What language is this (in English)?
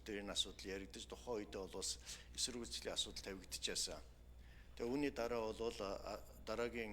Mongolian